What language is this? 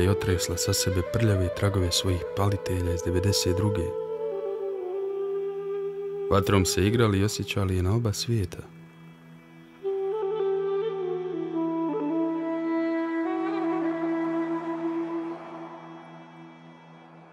Bosnian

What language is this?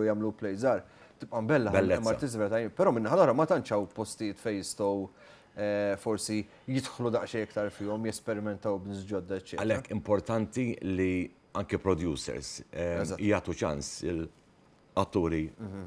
Maltese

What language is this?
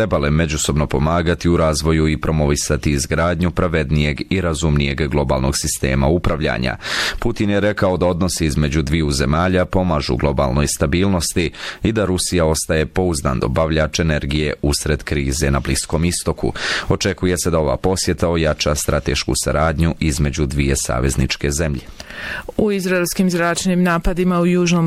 Bosnian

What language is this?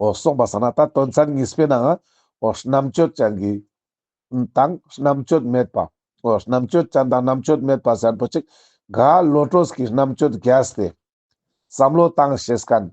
Ladakhi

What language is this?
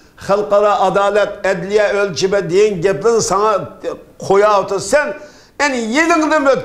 Uyghur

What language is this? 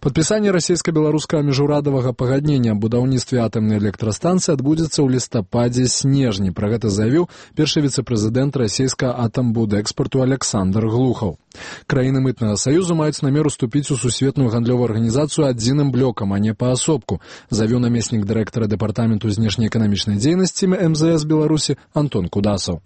Belarusian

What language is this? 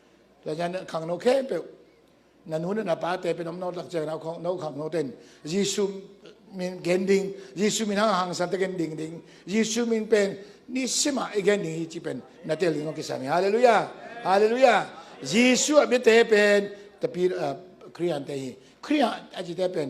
Tedim Chin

